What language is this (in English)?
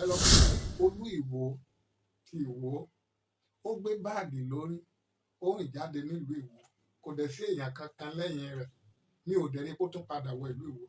Yoruba